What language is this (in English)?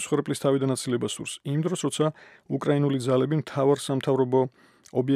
Georgian